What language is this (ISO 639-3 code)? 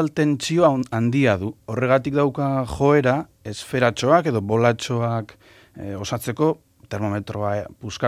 eus